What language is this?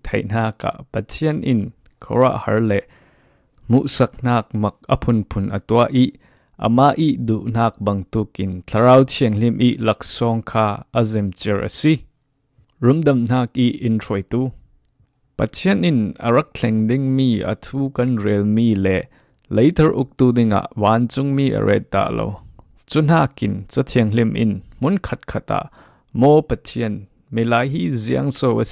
Falam Chin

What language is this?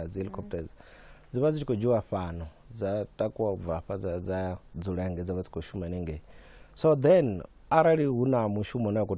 Venda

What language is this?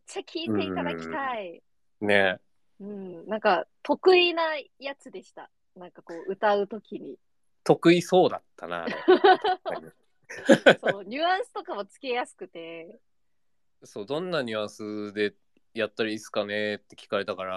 Japanese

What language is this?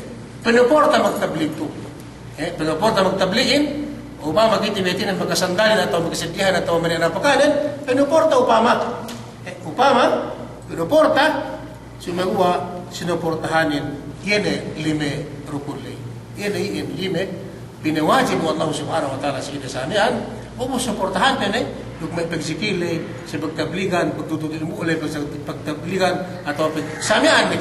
Yakan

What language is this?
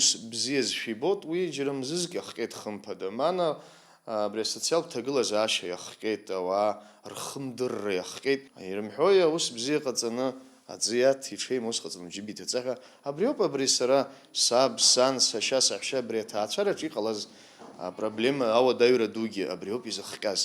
Abkhazian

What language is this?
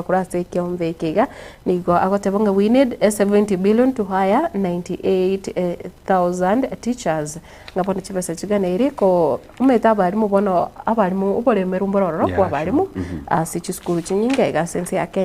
Gusii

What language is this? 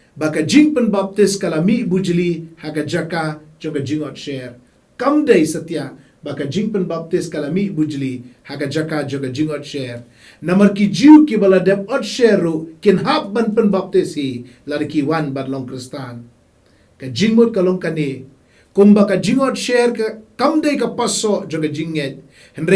Khasi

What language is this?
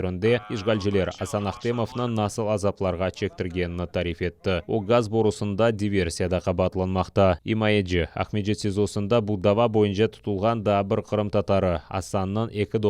Crimean Tatar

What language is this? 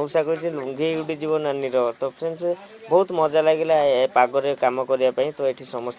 Odia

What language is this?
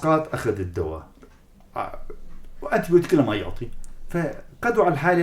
North Levantine Arabic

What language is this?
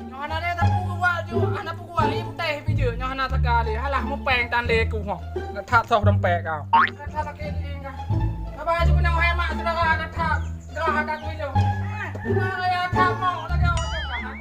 Achinese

